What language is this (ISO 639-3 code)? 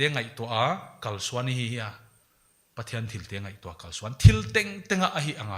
pck